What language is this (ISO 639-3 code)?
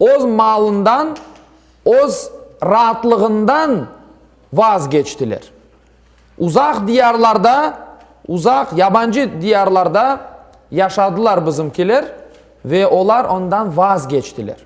crh